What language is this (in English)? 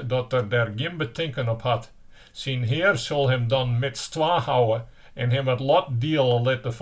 Western Frisian